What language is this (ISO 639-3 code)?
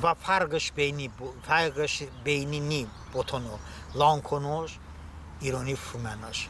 tly